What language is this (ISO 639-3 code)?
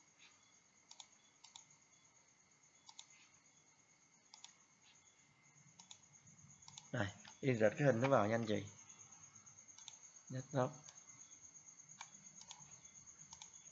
vie